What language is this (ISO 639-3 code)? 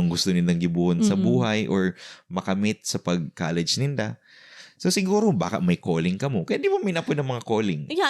bik